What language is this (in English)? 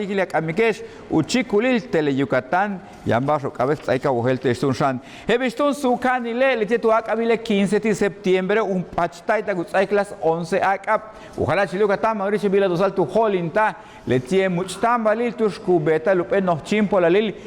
Yucateco